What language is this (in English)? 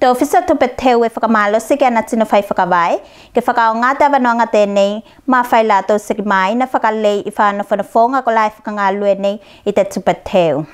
Tuvalu